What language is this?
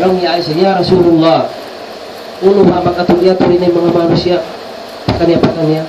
Tausug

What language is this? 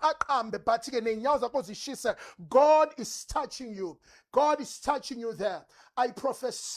Zulu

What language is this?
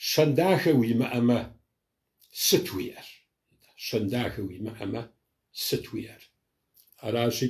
Kabardian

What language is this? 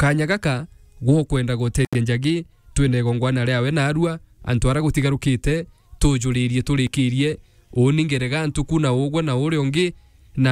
Meru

